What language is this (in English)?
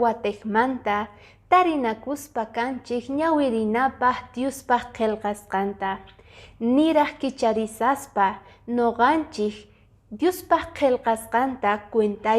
Quechua